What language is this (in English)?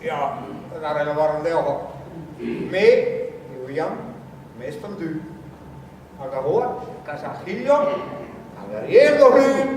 Breton